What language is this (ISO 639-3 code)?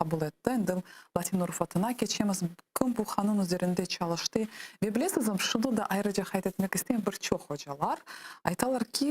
crh